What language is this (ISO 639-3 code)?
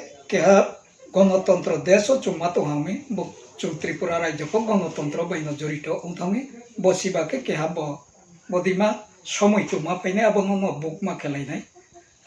ria